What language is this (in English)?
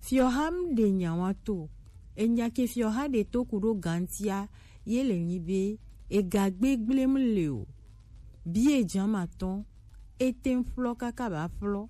Gen